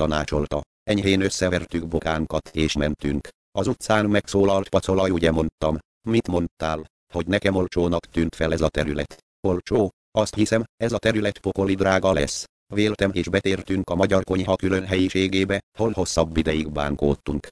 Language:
Hungarian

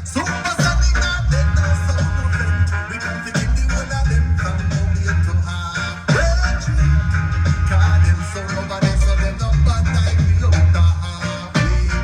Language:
Jamaican Creole English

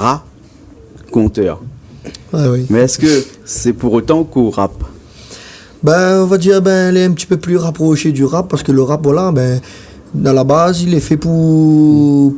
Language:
Réunion Creole French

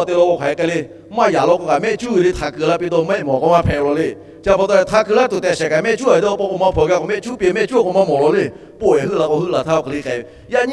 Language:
Lahu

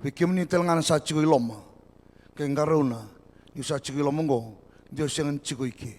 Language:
Fijian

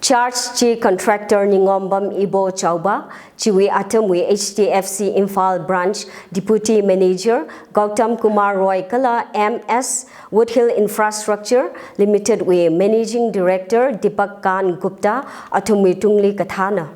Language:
Tangkhul Naga (India)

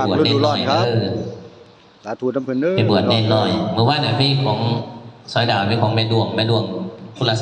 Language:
Northeastern Thai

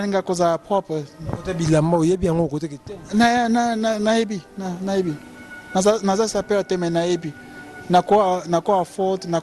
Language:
Lingala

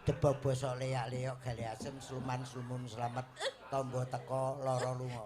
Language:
Javanese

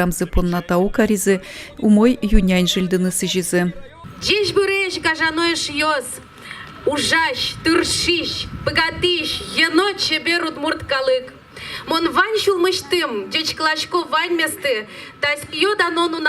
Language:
Udmurt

